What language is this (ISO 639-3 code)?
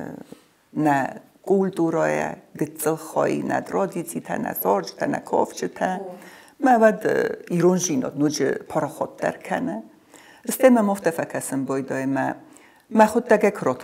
oss